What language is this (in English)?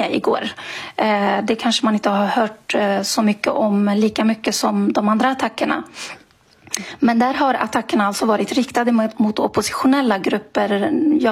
Swedish